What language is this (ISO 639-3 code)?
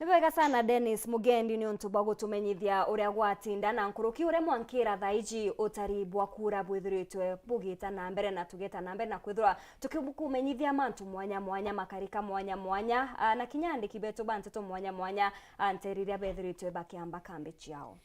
mer